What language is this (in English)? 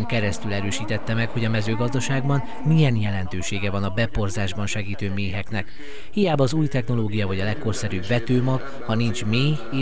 Hungarian